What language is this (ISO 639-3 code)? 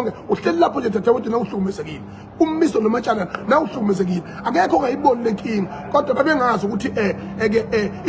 zul